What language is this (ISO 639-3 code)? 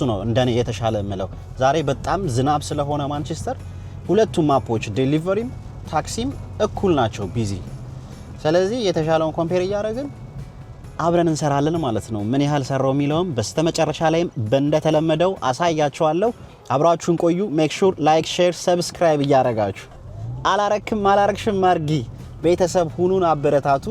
amh